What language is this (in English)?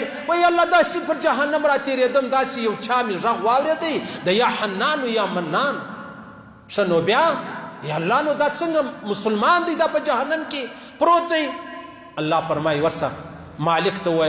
Pashto